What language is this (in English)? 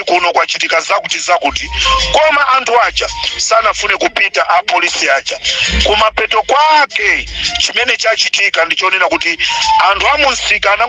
Nyanja